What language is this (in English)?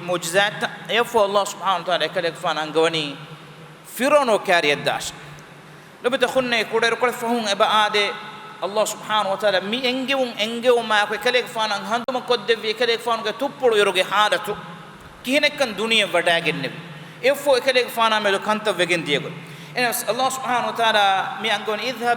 Divehi